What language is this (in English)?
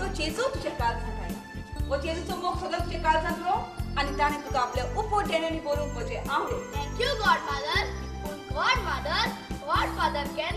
Konkani